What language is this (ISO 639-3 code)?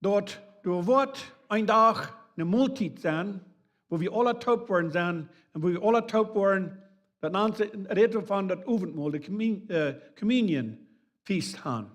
pdt